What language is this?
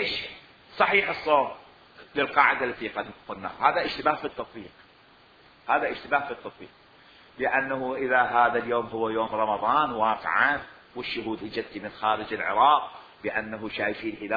Mesopotamian Arabic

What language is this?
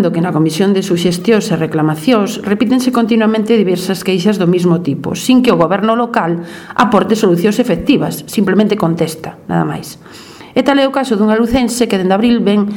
Galician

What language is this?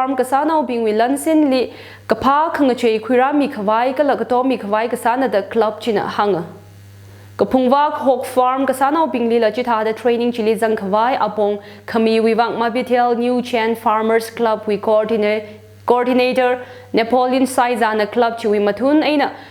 Tangkhul Naga (India)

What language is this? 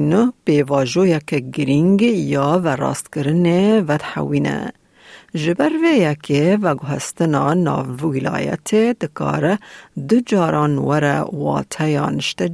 Kurdish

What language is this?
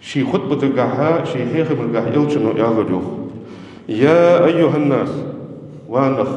Ingush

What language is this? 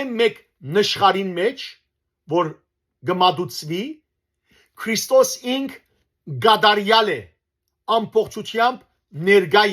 Western Armenian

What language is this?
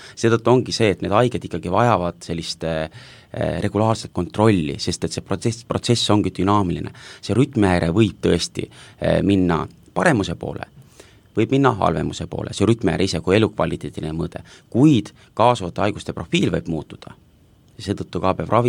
Estonian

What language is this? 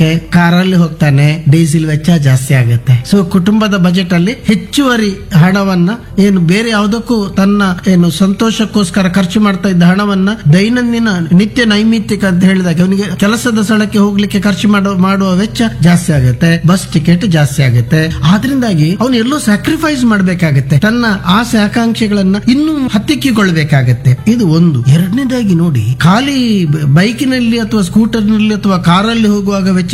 Kannada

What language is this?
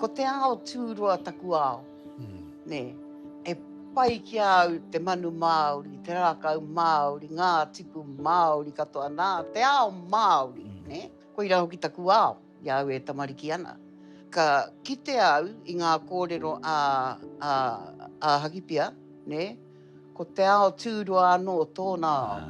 Māori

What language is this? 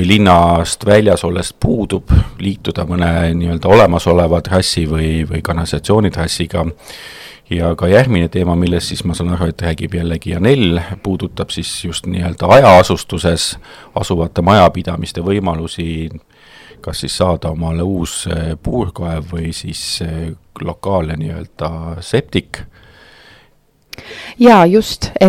Estonian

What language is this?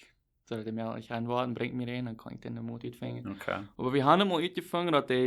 Plautdietsch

